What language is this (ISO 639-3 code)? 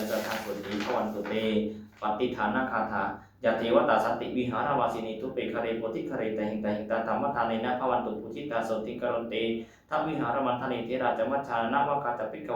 pli